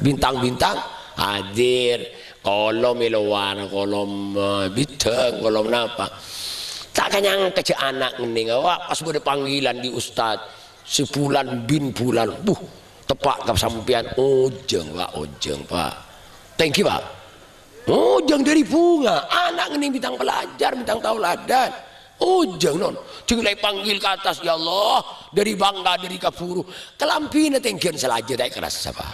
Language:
Madurese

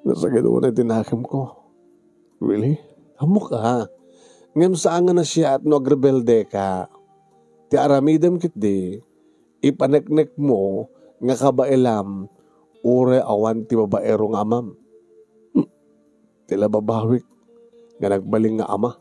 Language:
Iloko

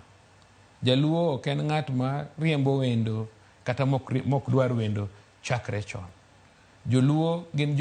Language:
Luo (Kenya and Tanzania)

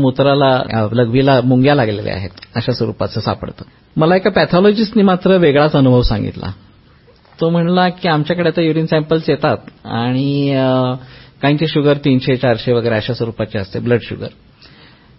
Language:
Marathi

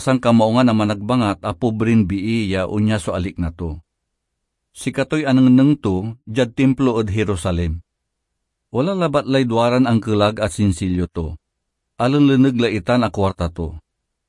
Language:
Pangasinan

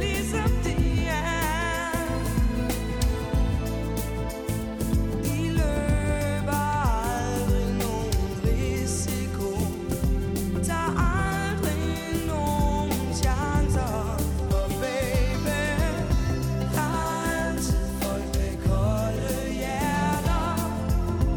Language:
Danish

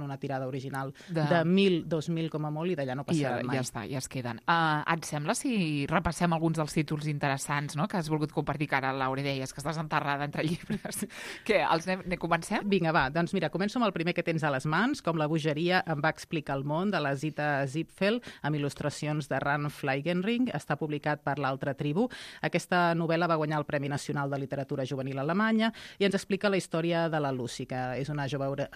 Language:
Catalan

